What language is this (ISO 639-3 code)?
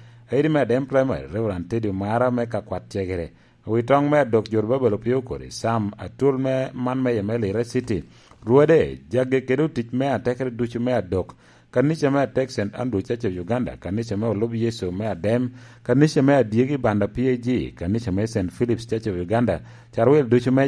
laj